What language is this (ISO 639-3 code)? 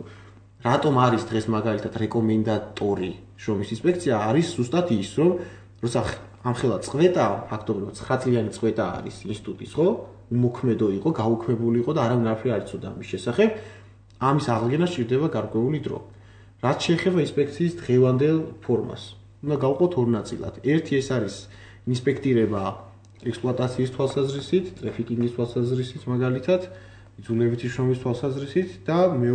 kat